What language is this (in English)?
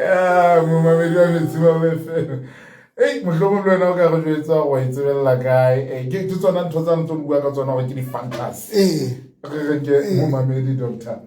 Southern Sotho